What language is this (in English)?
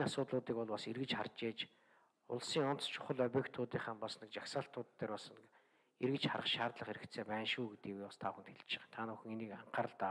Mongolian